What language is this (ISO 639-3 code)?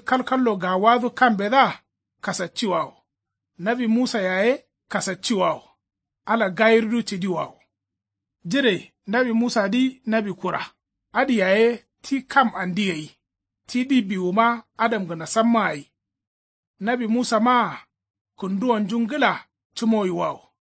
kau